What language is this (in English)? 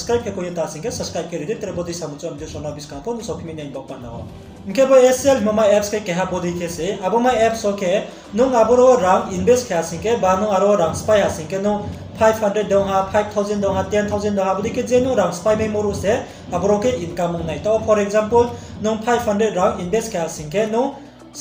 Riang (India)